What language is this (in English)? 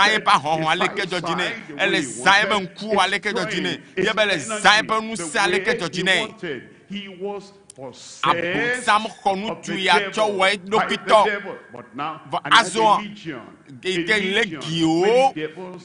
Ewe